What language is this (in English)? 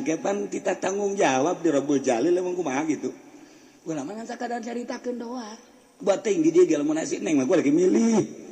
Sundanese